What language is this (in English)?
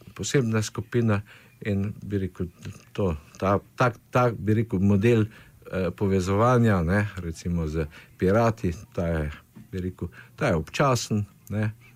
Slovenian